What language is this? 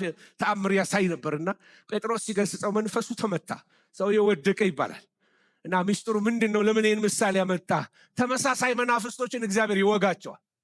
Amharic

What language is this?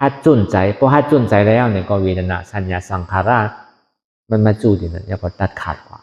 Shan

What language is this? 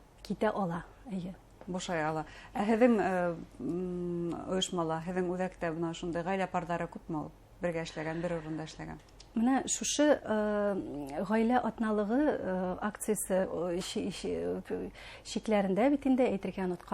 Bashkir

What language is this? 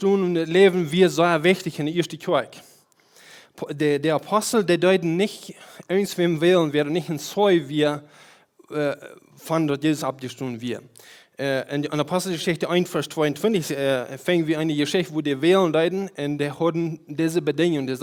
Plautdietsch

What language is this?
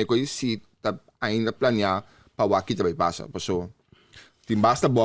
Papiamento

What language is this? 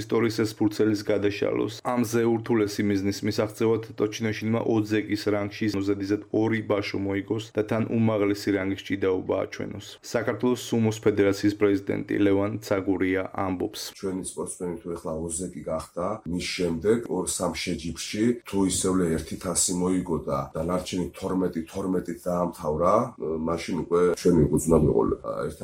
Georgian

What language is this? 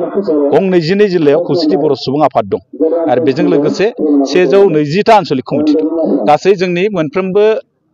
Bodo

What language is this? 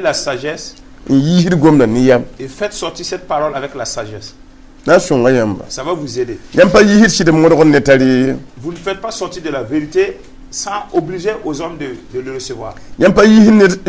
Mossi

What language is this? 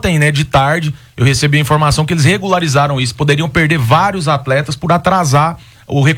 Portuguese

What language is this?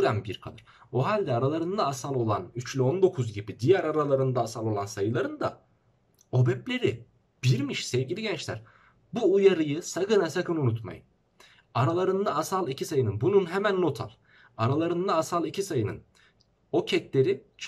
Turkish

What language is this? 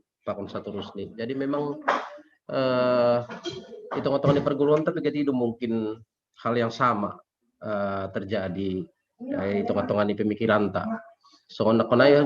Batak Simalungun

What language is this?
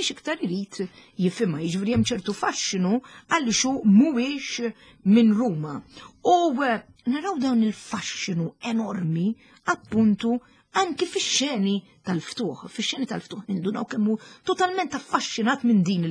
Maltese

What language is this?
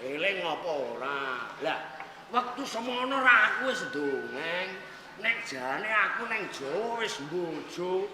Javanese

